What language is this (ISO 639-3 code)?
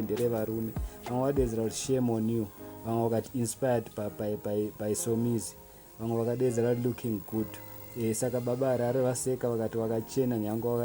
sna